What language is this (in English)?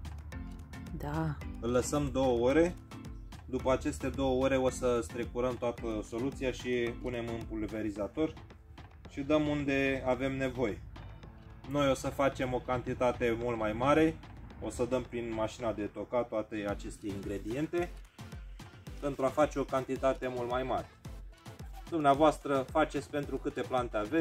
Romanian